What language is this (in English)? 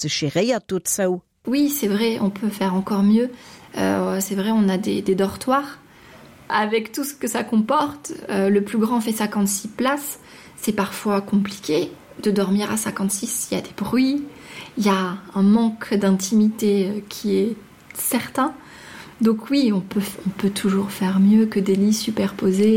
Luxembourgish